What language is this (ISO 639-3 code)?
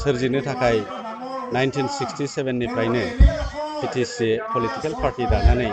brx